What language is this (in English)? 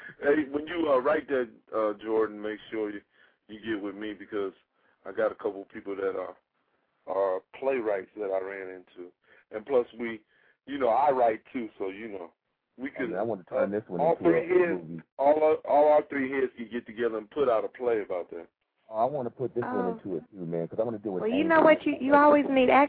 English